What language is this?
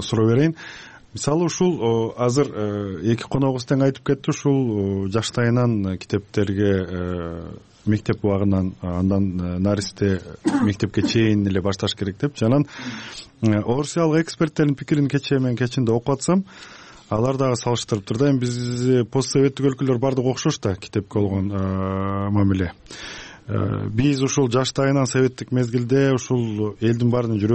Kyrgyz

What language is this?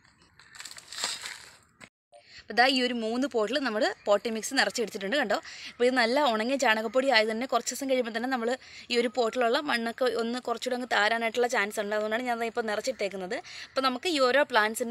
Malayalam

